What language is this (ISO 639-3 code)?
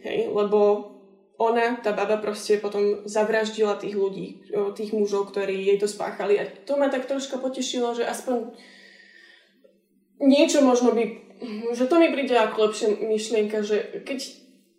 slk